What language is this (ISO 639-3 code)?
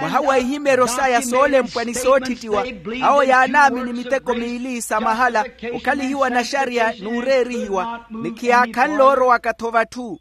vmw